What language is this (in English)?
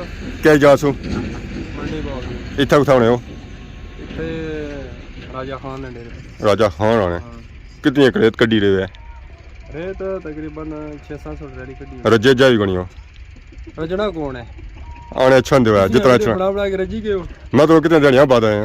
Pahari-Potwari